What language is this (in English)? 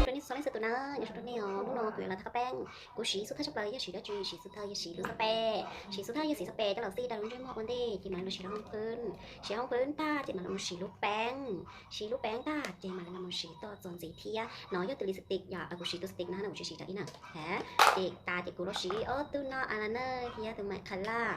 Hmong